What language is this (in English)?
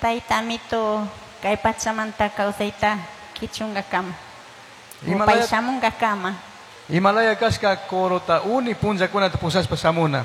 Chimborazo Highland Quichua